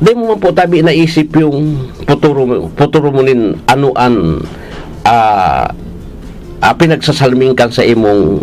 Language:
Bikol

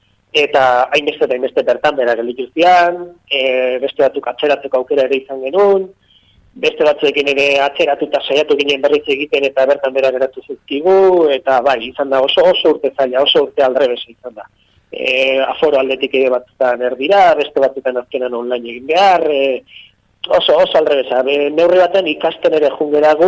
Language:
Basque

